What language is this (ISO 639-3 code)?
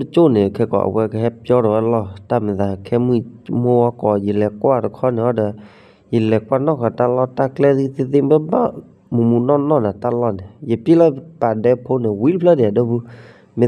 ksw